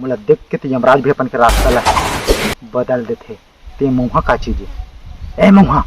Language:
Chhattisgarhi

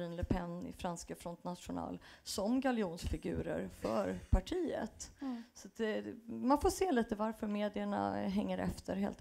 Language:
Swedish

